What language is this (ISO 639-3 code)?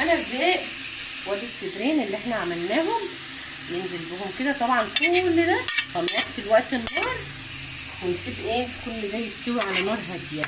arz